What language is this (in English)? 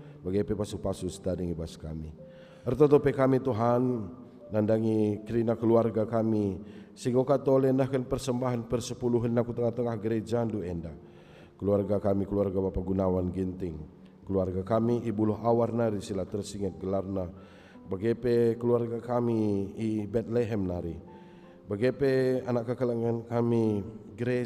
Batak Karo